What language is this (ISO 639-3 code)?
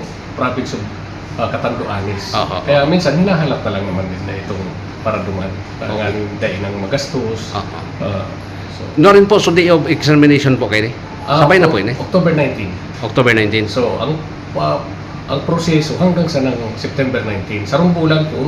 bik